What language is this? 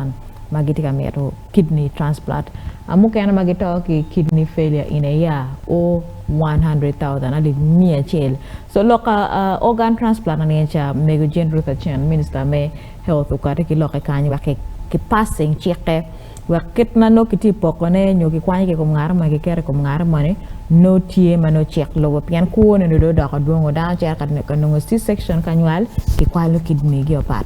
Acoli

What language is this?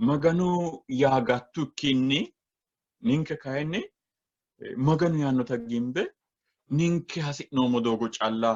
Sidamo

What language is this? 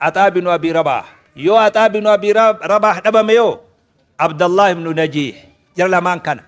Oromo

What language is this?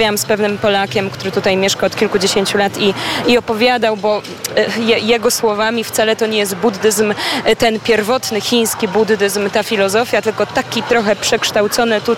Polish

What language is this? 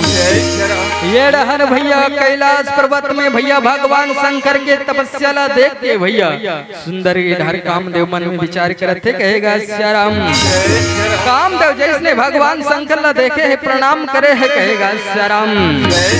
Chhattisgarhi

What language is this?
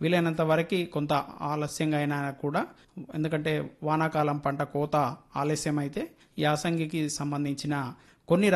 Telugu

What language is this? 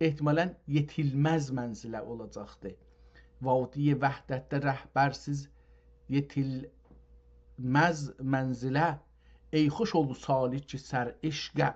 South Azerbaijani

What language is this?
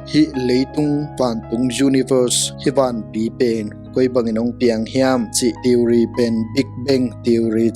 Tedim Chin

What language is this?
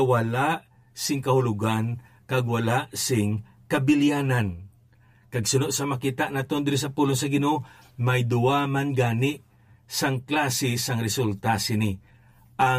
Hiligaynon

